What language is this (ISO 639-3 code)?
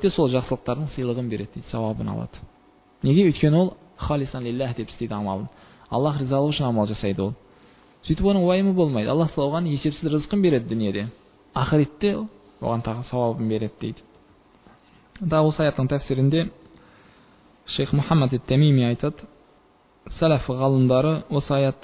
kaz